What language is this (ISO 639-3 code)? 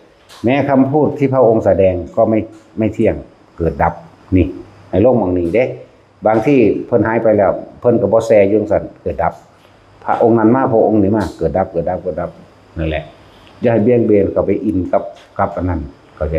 lao